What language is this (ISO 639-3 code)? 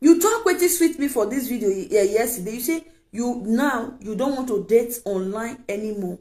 pcm